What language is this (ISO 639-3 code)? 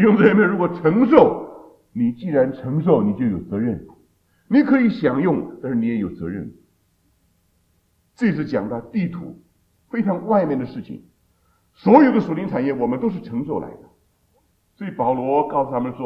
zho